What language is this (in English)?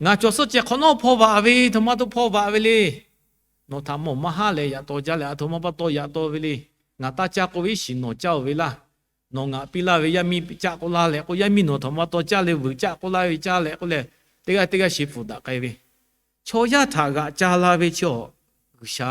Lahu